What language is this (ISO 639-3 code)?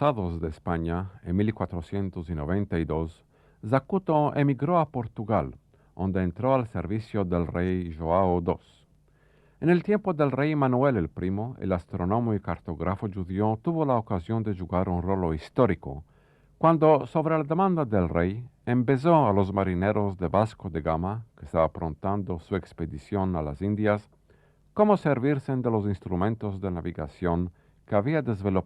lad